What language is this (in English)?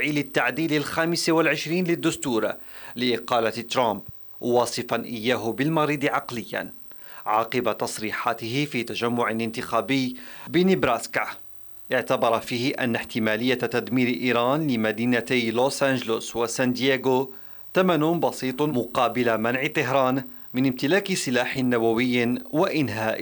Arabic